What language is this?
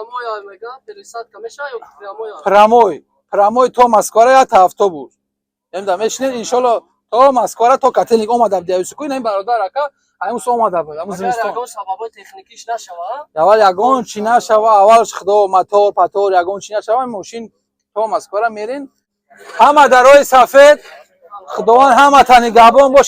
Tajik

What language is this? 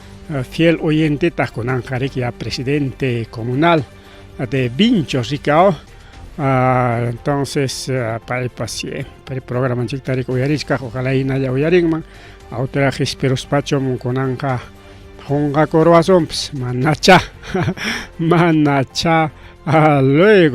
Ayacucho Quechua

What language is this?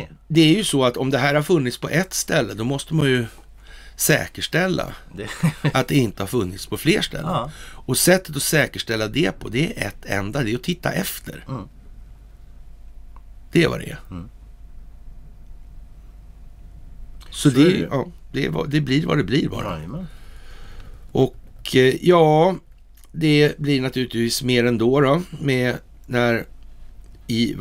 Swedish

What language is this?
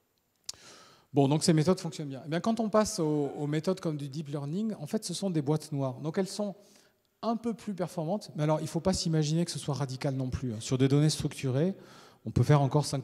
French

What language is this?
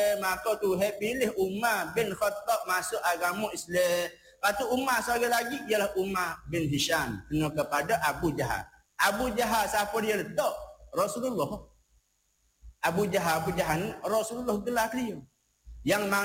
Malay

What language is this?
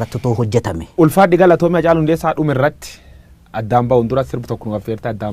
Oromo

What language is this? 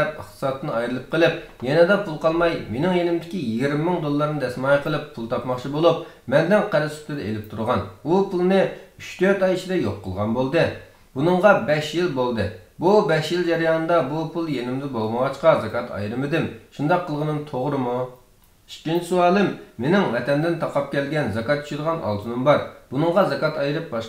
Uyghur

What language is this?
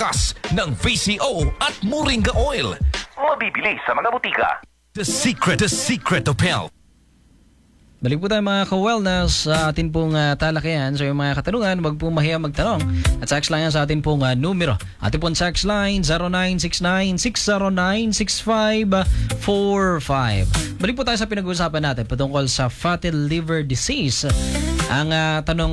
Filipino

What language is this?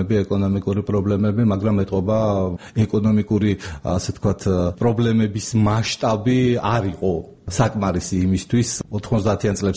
Georgian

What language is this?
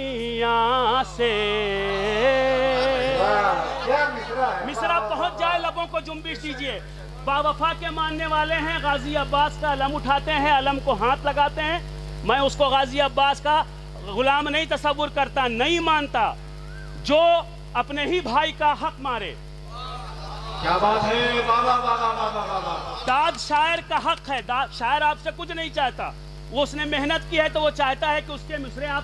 Urdu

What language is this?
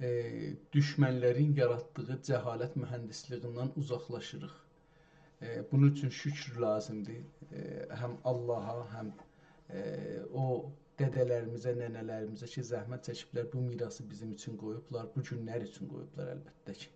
South Azerbaijani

